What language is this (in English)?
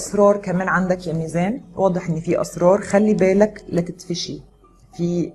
Egyptian Arabic